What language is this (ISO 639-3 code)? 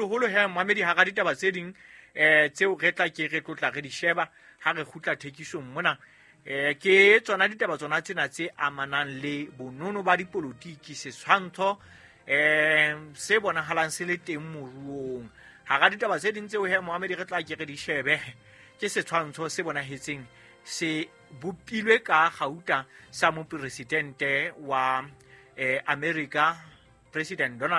sot